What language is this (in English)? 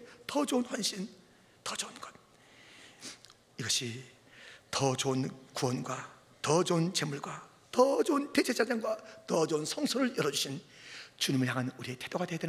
Korean